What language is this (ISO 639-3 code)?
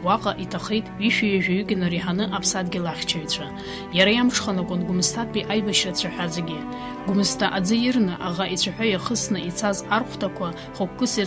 abk